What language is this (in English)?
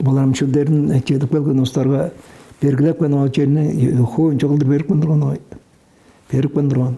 Tuvinian